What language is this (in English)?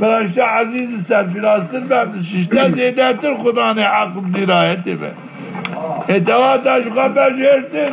Zaza